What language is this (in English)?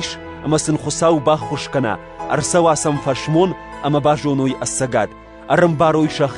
Ossetic